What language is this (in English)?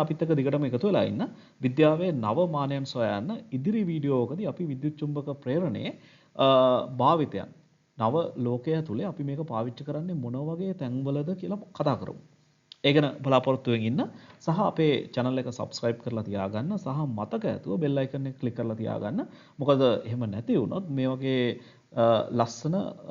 Sinhala